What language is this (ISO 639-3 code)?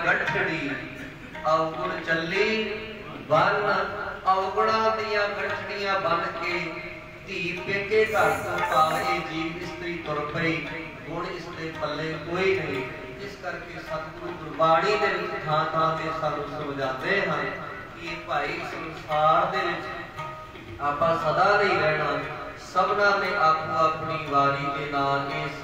pan